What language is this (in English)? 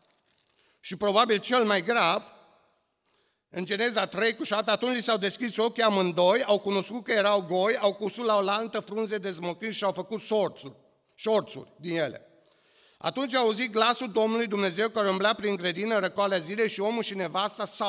Romanian